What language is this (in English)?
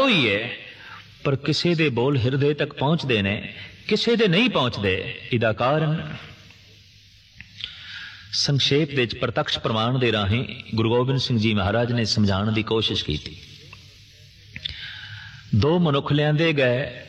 Punjabi